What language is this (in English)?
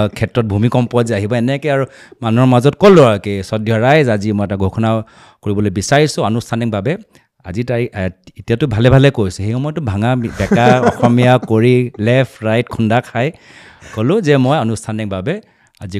Assamese